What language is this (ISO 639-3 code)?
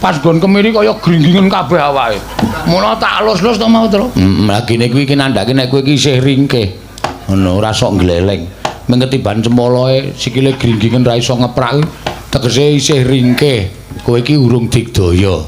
jav